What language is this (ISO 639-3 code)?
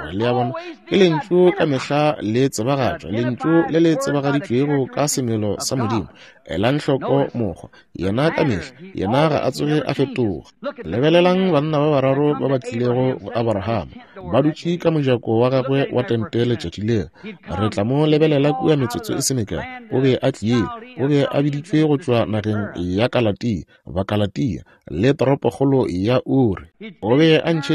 nso